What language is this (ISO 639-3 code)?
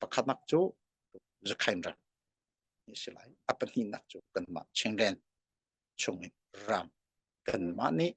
cnh